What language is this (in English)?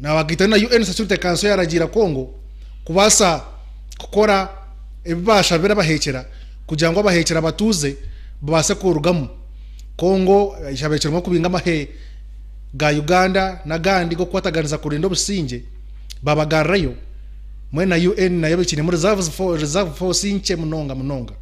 Nyankole